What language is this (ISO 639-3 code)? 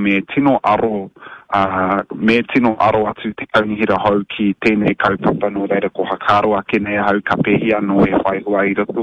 mri